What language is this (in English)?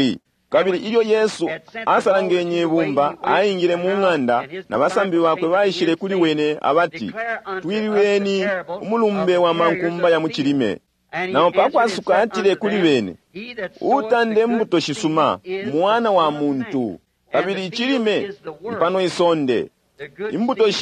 Bemba